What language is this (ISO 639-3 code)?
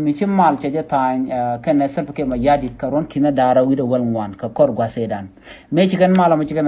nus